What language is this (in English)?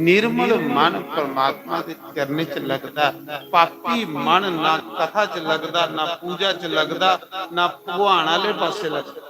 Dogri